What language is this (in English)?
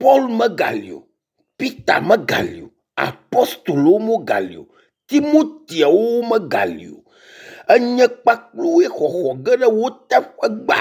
Ewe